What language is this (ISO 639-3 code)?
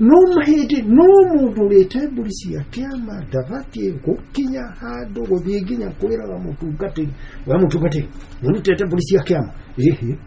kik